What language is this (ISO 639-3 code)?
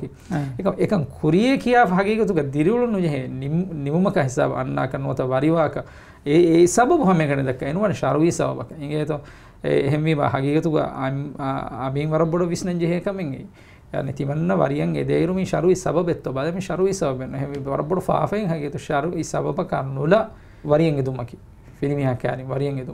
div